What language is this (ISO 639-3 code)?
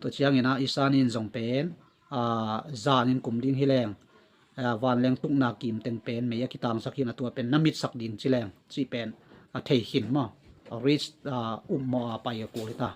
ctd